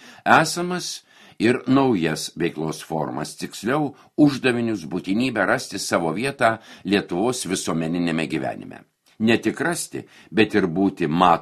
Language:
Lithuanian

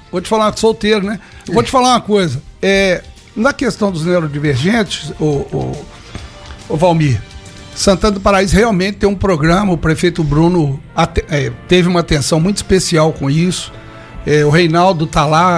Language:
Portuguese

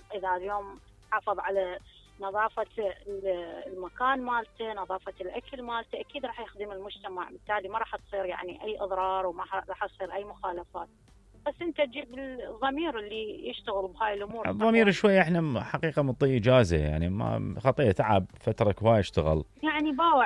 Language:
Mesopotamian Arabic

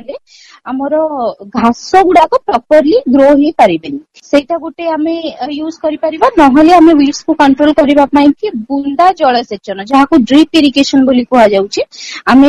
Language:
Odia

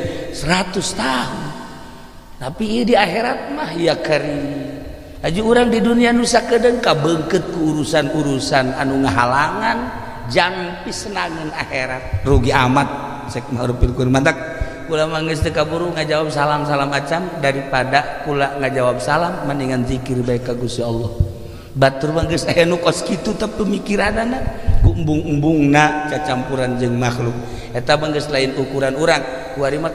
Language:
Sundanese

